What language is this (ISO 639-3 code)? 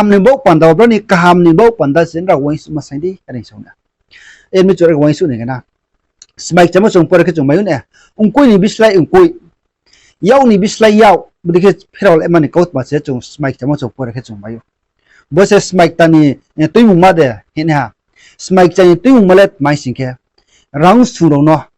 ria